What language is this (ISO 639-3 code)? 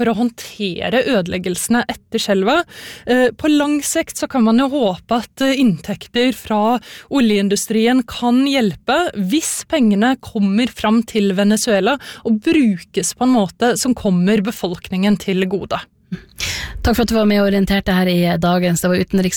nor